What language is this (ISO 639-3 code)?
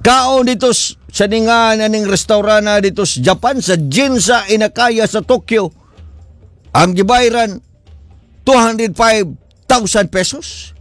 ceb